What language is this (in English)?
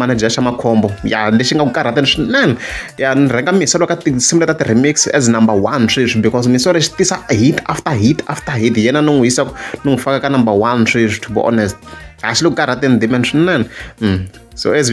Tsonga